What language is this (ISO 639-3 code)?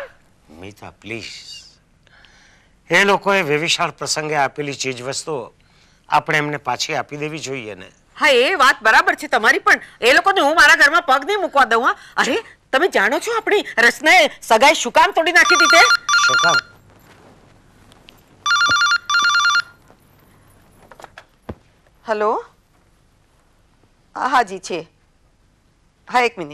guj